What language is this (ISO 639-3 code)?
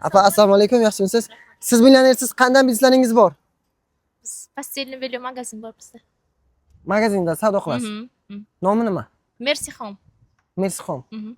uzb